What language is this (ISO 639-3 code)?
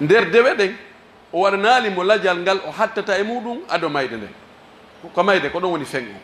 fuf